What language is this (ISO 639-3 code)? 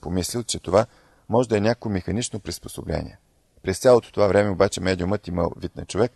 bul